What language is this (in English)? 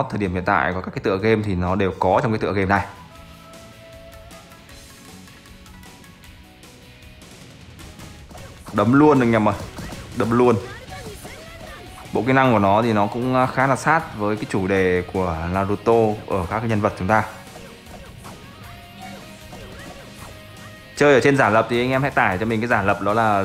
Vietnamese